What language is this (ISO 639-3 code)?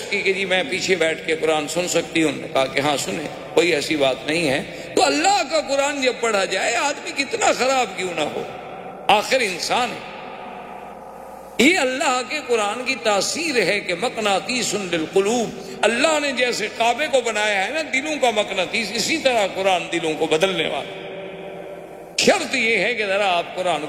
urd